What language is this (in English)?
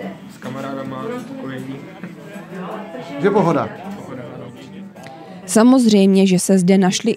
Czech